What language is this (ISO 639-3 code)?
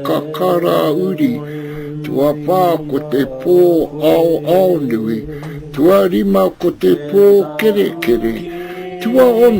mri